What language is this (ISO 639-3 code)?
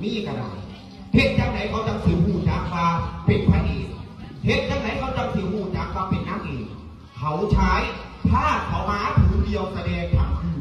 lao